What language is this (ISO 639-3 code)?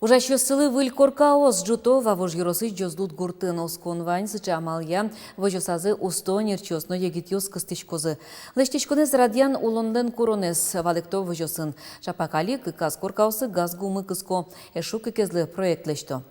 udm